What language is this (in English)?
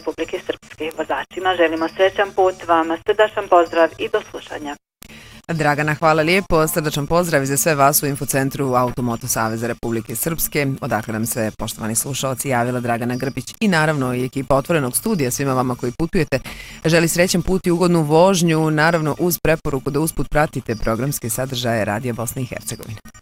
Bosnian